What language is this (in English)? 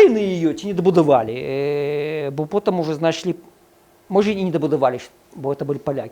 Belarusian